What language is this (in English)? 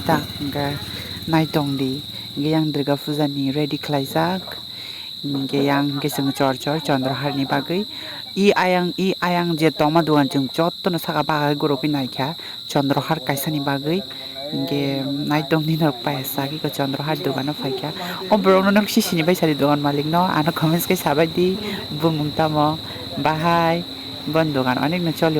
Kok Borok